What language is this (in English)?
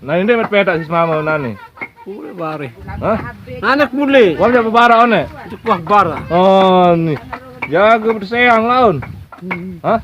Sasak